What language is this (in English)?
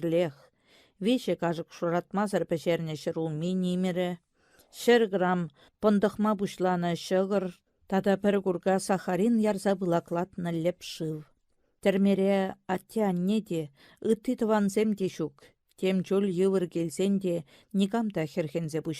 Chuvash